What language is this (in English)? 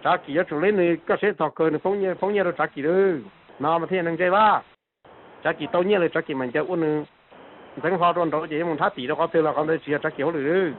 Hmong